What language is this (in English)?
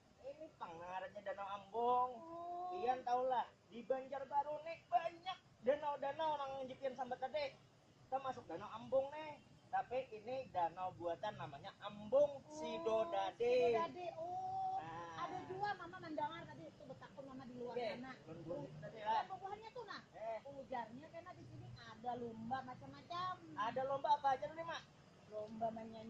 Banjar